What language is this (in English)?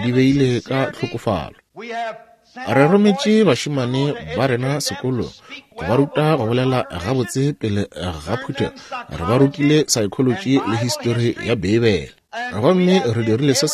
Northern Sotho